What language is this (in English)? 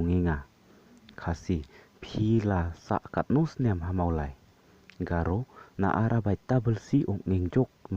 Khasi